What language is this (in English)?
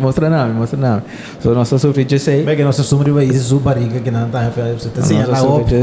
Papiamento